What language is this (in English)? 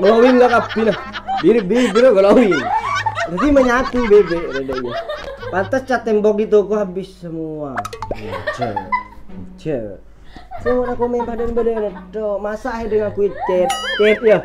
Madurese